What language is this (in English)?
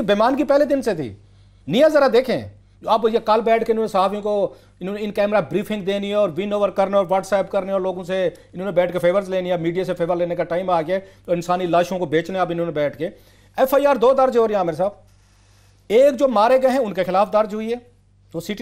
Urdu